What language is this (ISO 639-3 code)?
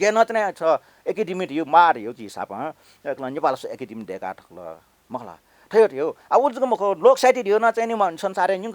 new